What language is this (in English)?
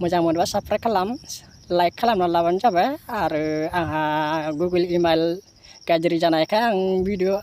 Bodo